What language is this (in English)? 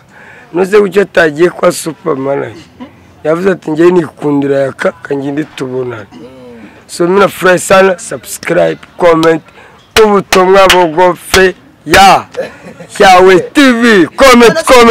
Kinyarwanda